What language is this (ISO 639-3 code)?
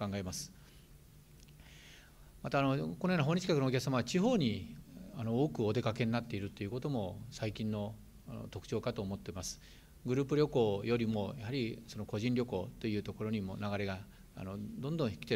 jpn